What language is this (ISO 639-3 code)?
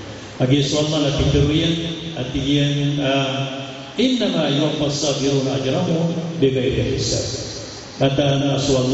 mrw